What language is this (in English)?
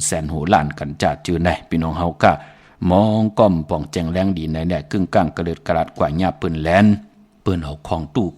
Shan